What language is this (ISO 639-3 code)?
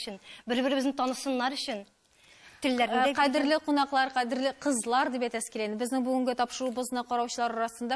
tat